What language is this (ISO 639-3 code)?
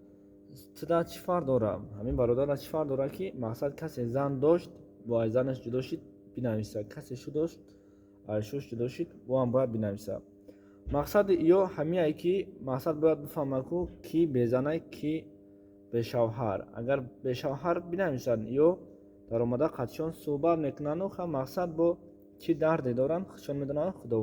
tgk